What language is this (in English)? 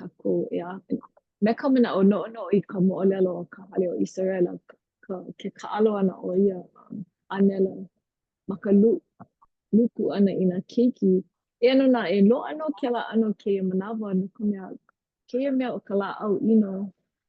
Hawaiian